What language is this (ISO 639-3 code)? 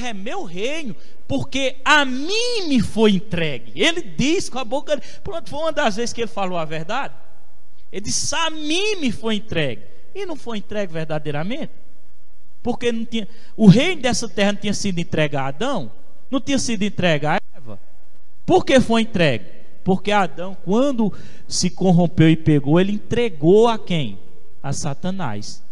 por